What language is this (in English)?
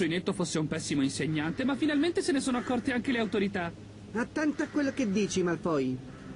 Italian